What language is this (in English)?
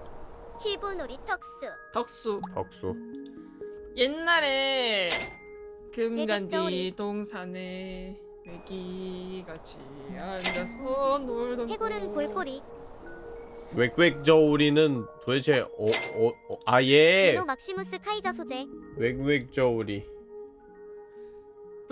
Korean